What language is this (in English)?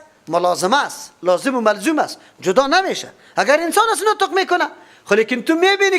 Persian